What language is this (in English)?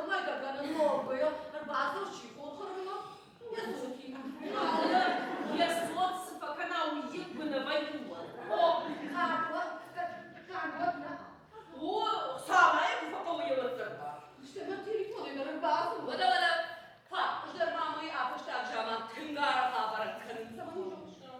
Ossetic